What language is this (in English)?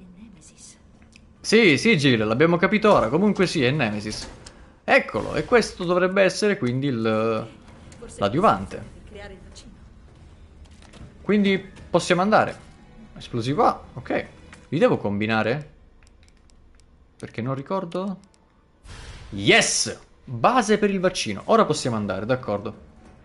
Italian